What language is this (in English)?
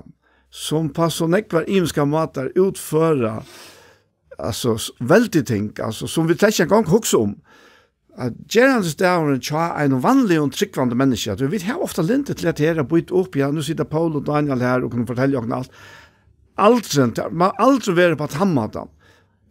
Faroese